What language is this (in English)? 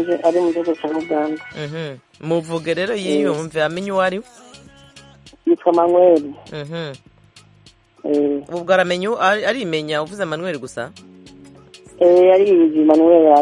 Kinyarwanda